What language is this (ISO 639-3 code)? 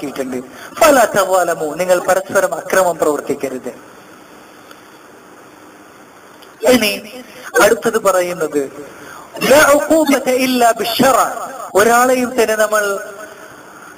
mal